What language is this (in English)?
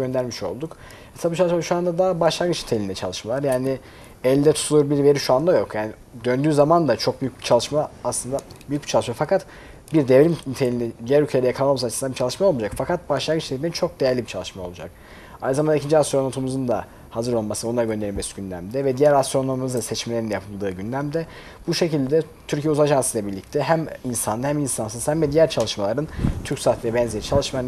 Turkish